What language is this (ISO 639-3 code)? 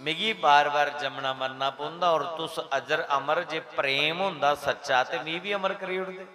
doi